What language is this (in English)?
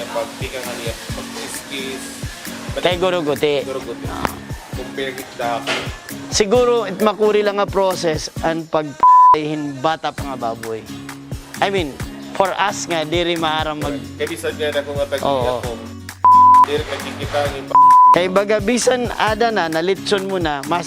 Waray